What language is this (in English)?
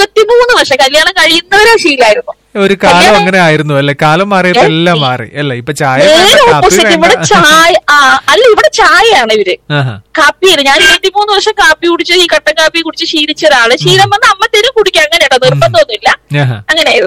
Malayalam